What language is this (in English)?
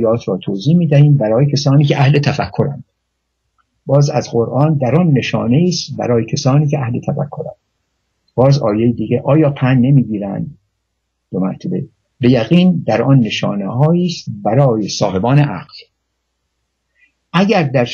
Persian